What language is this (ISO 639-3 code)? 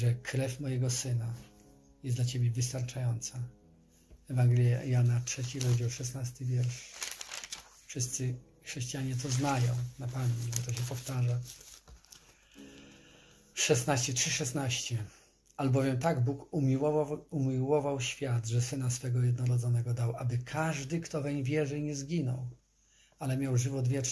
pol